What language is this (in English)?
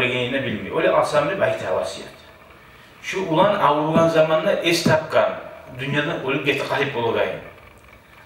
Kumyk